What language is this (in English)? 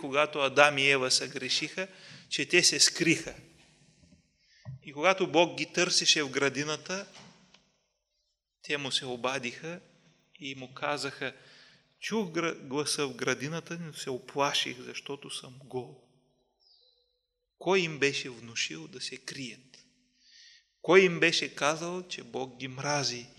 Bulgarian